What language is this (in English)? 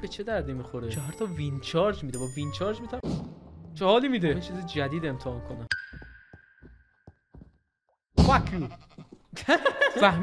Persian